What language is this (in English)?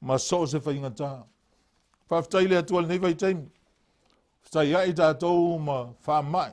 Samoan